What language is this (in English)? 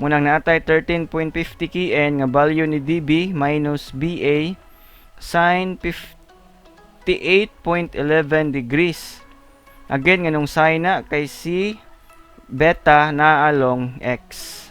Cebuano